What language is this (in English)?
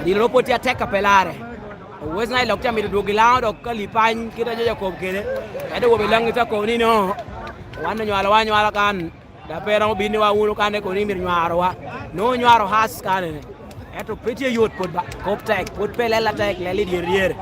Lango (Uganda)